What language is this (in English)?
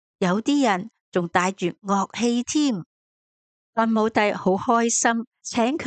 Cantonese